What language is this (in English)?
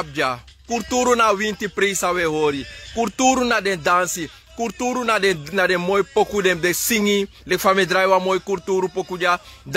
Sranan Tongo